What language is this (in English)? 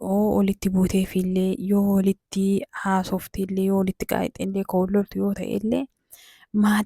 Oromo